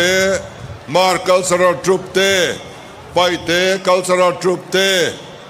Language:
Hakha Chin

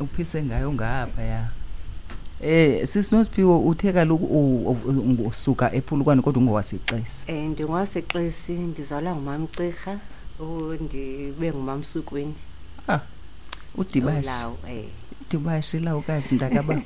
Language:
Xhosa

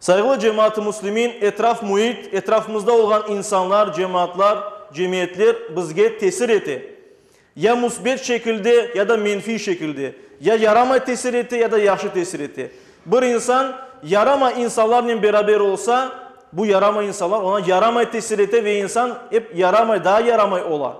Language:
Crimean Tatar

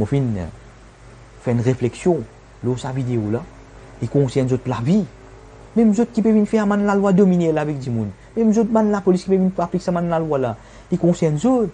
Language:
Morisyen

